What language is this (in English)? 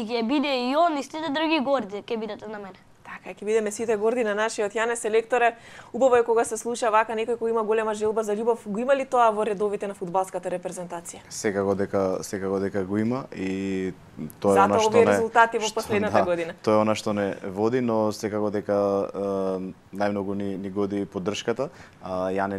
Macedonian